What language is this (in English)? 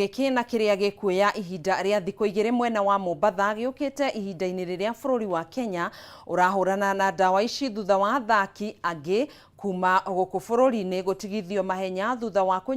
Kikuyu